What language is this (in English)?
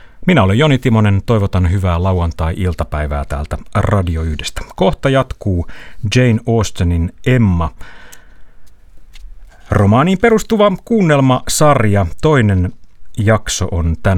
Finnish